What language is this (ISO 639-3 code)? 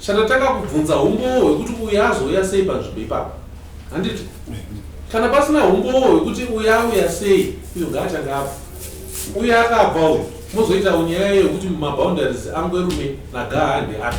sna